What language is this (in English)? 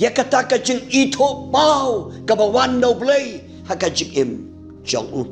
Khasi